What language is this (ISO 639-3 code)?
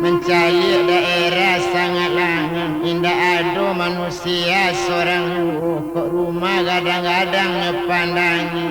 min